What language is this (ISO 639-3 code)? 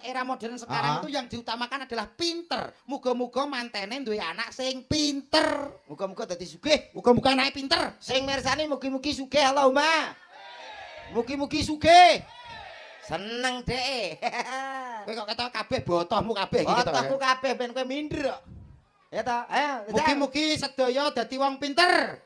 jav